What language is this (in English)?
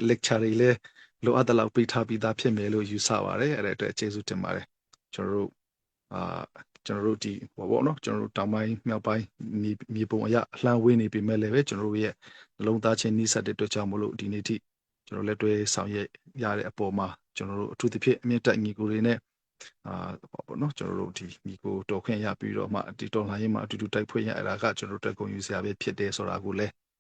Falam Chin